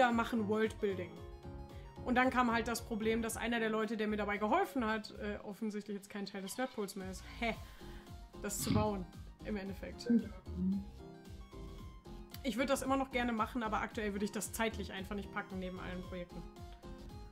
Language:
German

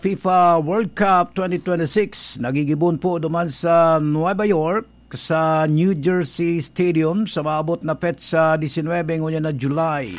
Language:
Bikol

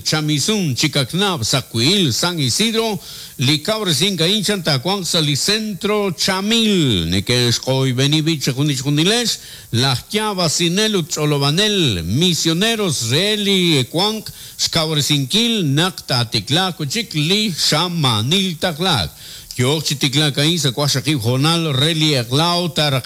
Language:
Kekchí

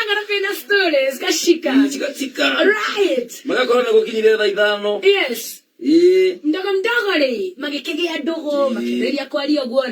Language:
Kikuyu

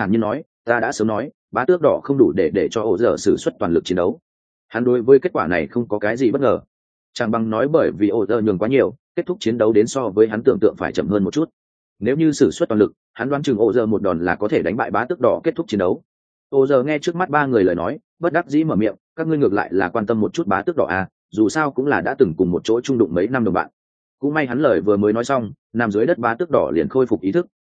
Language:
Vietnamese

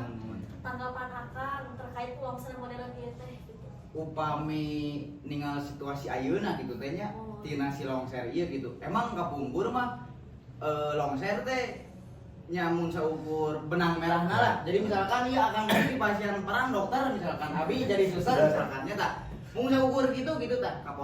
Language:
Sundanese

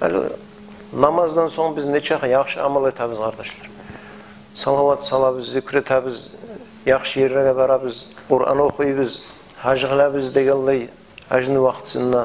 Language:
Kumyk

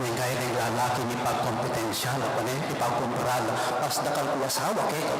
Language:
Pampanga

